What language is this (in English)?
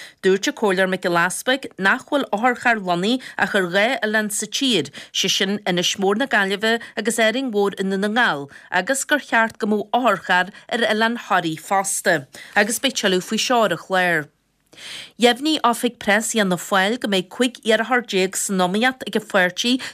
Irish